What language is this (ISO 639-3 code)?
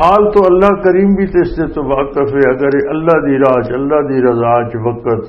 lah